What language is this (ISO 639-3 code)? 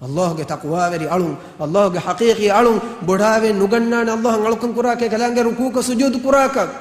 div